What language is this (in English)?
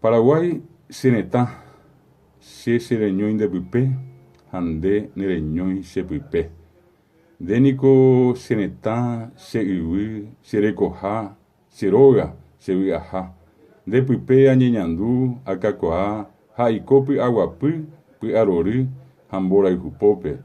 Guarani